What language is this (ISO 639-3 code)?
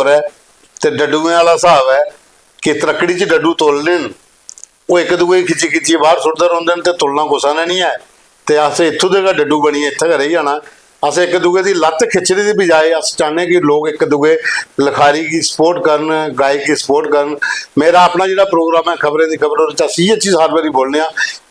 doi